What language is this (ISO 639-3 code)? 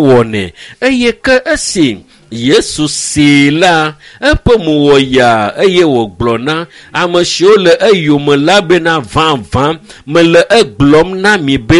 ewe